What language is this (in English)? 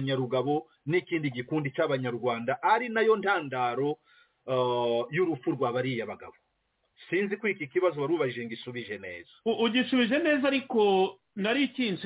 Kinyarwanda